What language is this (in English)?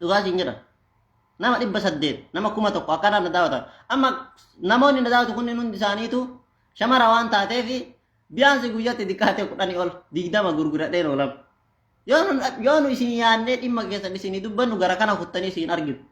Oromo